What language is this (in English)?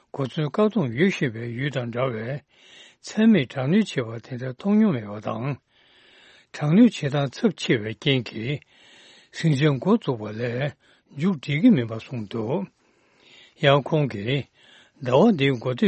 Tibetan